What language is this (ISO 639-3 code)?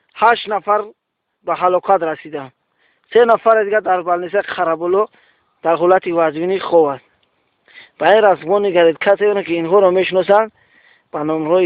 tgk